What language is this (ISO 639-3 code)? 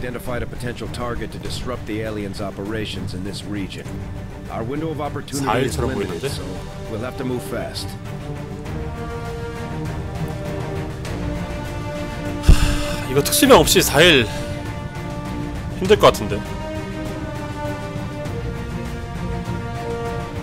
kor